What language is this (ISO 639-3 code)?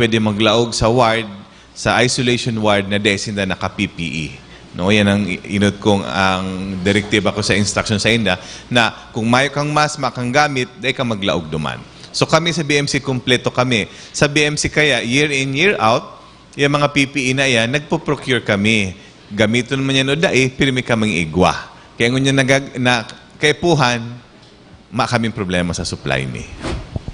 bik